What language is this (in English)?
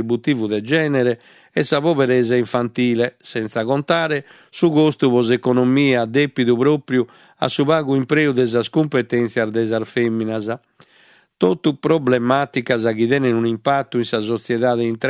Sardinian